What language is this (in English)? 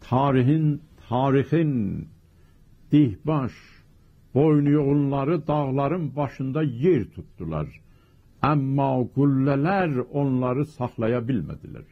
South Azerbaijani